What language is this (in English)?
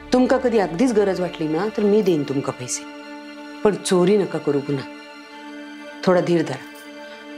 Marathi